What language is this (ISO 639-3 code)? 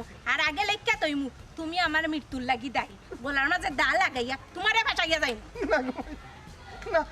syl